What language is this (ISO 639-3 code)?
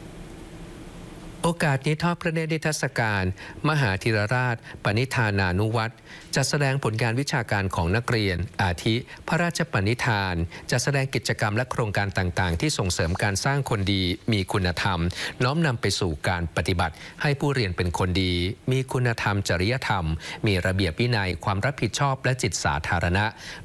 tha